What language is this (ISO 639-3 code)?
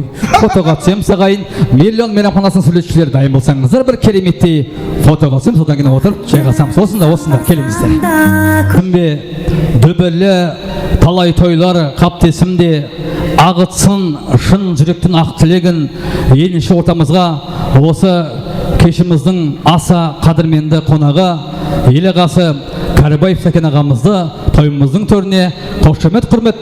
kaa